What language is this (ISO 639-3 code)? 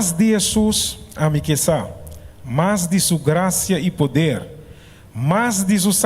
pap